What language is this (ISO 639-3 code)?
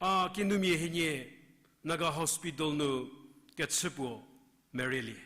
njm